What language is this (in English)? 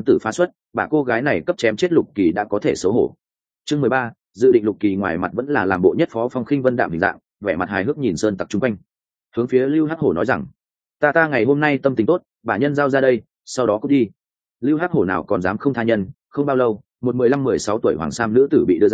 Vietnamese